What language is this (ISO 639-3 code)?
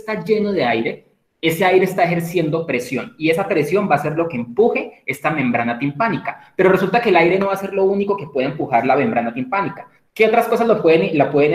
spa